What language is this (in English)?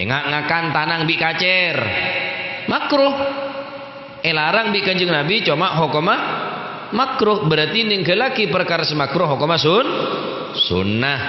Madurese